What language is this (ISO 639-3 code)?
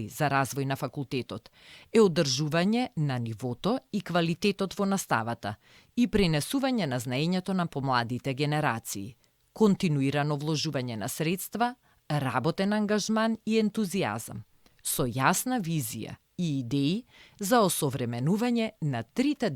mkd